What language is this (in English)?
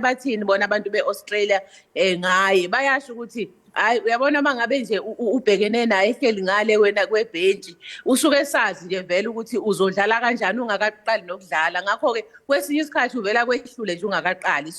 Zulu